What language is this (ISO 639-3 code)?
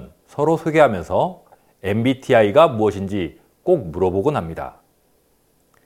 kor